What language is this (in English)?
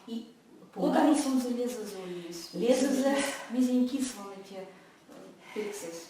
Erzya